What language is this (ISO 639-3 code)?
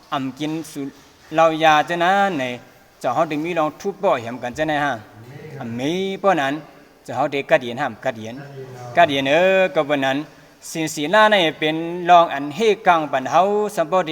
shn